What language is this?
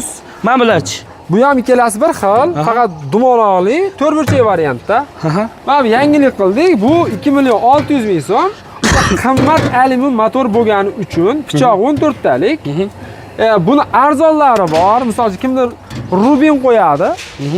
Uzbek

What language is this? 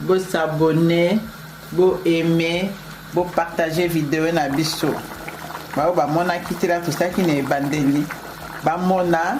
Lingala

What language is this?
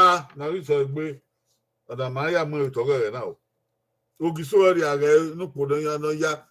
Bini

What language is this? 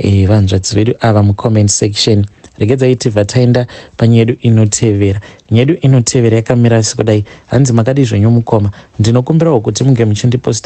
Shona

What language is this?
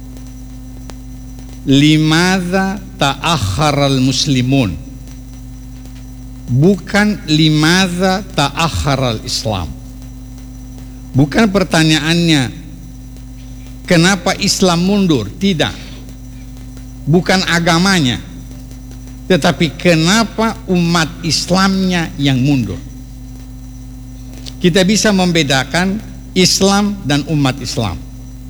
Indonesian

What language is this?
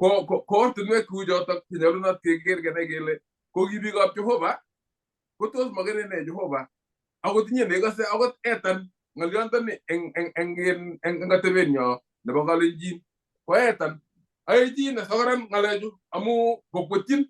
Kalenjin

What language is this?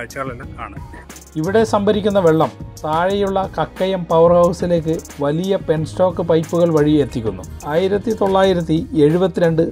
Malayalam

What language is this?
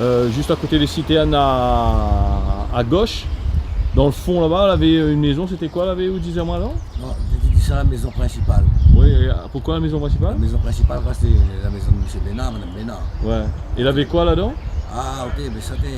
Réunion Creole French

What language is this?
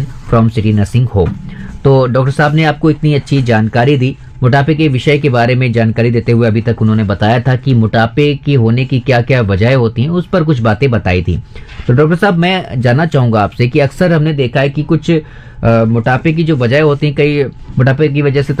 Hindi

